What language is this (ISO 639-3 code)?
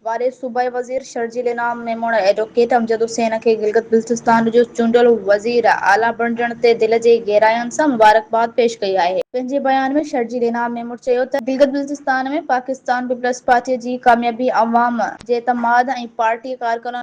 snd